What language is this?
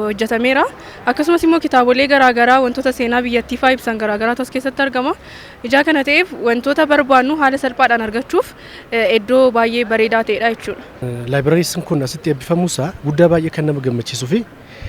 Oromo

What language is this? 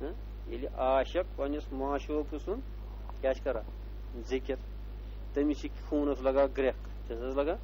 Kashmiri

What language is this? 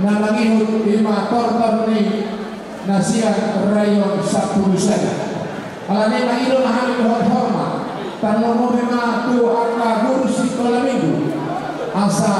Batak Toba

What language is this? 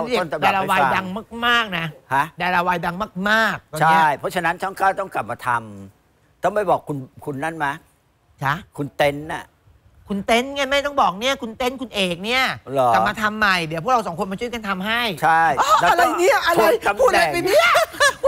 Thai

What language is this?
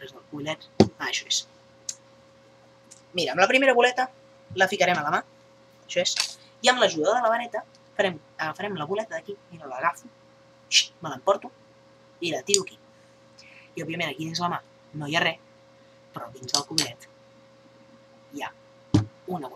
Catalan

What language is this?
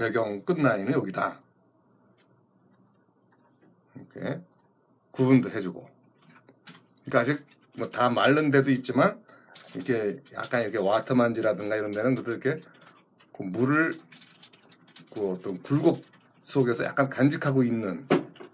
Korean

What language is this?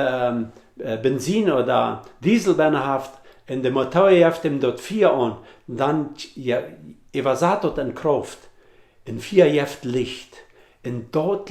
Plautdietsch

